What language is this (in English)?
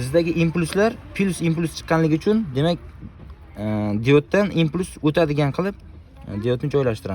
Uzbek